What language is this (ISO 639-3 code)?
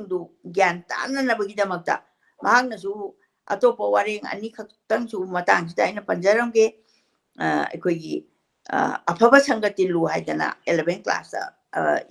mni